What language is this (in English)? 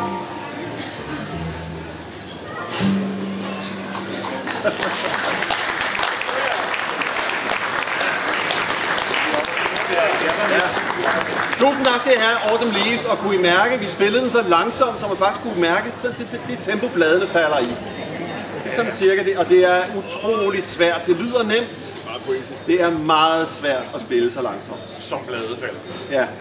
Danish